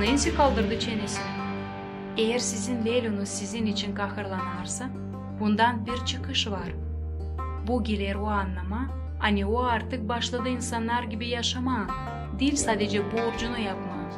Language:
Gagauz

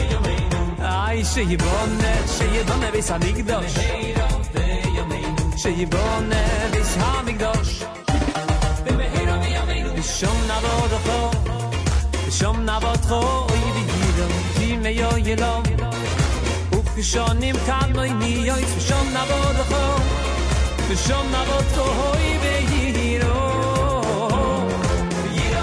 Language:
Hebrew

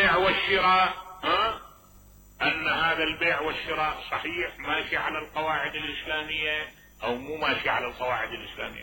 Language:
Mesopotamian Arabic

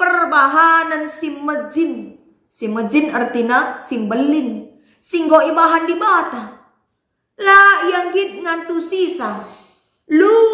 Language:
Batak Karo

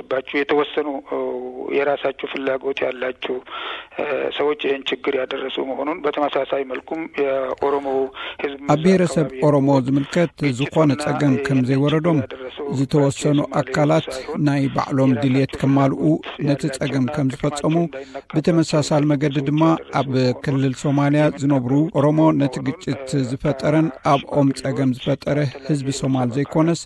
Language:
Tigrinya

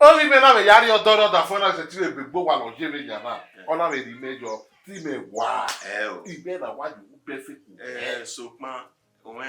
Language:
Bini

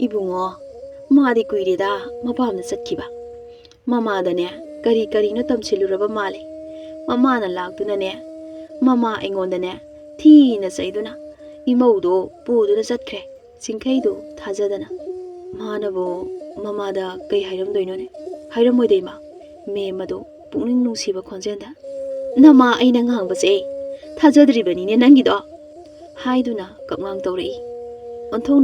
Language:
Manipuri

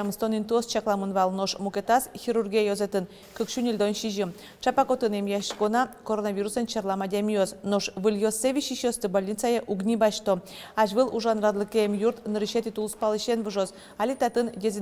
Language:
Udmurt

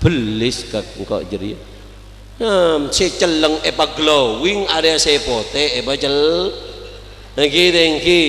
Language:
Madurese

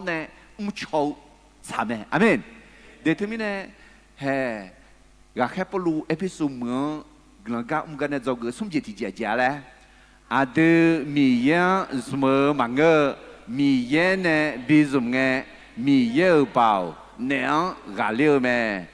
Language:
Akha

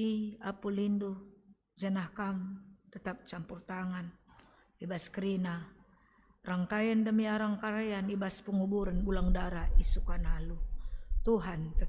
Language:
Batak Karo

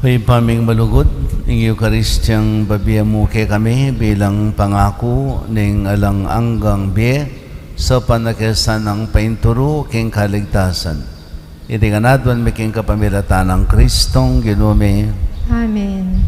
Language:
Pampanga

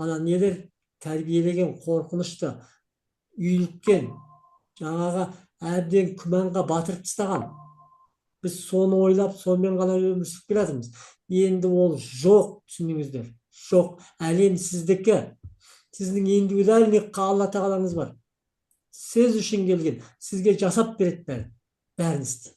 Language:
Kazakh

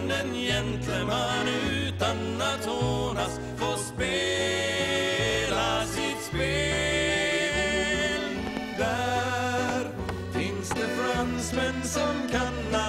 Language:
Swedish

